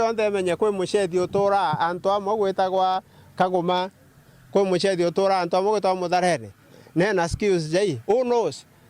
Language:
Meru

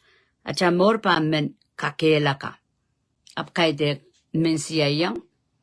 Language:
Pohnpeian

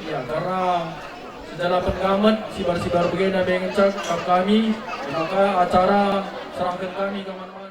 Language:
Batak Karo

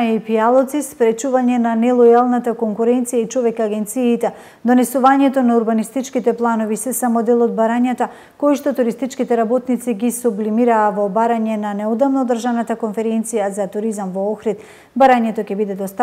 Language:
Macedonian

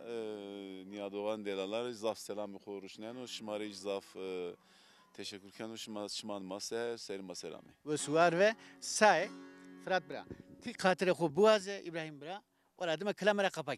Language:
Zaza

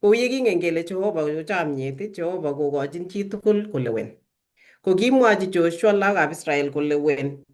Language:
Kalenjin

